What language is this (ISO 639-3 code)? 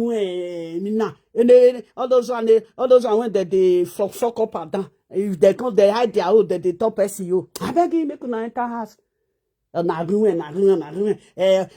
pcm